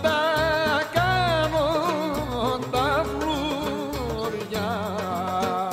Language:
Greek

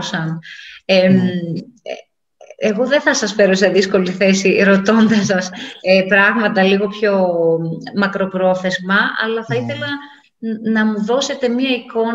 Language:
Greek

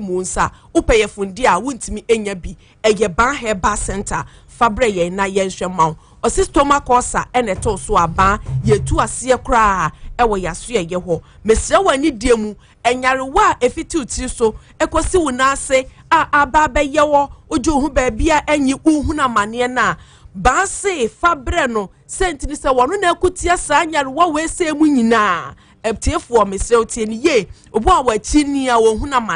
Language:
Akan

